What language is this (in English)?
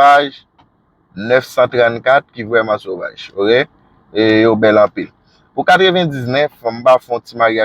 Haitian Creole